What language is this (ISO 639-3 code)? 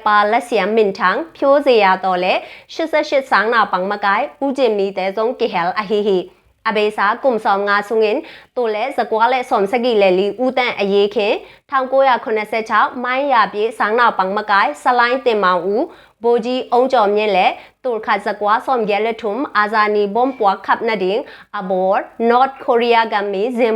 ctd